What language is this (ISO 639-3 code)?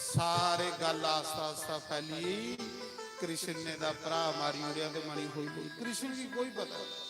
doi